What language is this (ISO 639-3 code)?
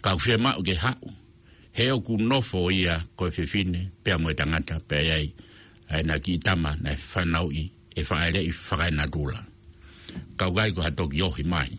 ton